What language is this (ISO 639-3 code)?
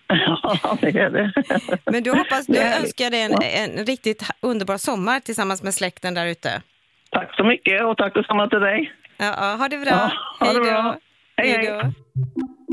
swe